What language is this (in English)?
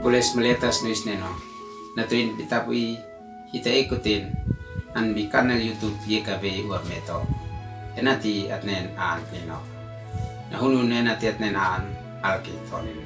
Uab Meto